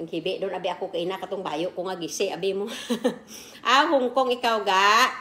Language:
Kinaray-a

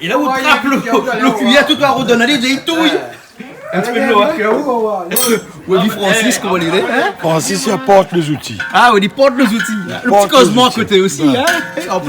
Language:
Réunion Creole French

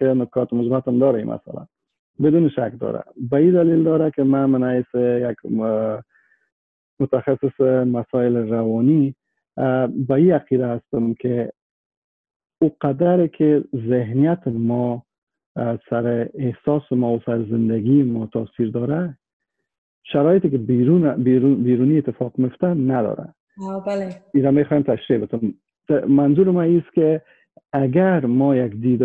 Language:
Persian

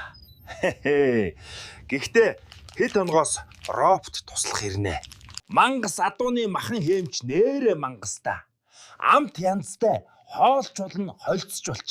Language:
Mongolian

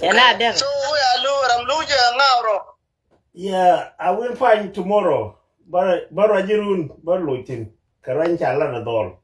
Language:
Nuer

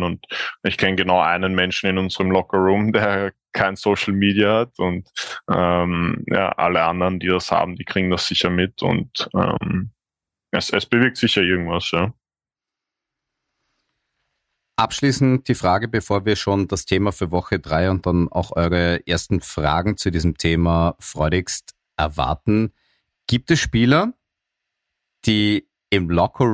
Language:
German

